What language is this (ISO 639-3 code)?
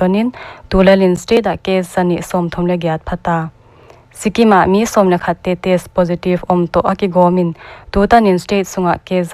pck